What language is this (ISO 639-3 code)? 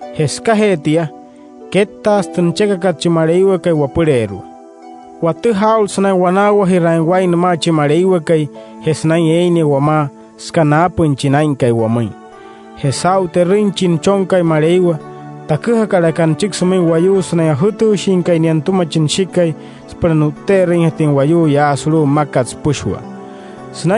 guc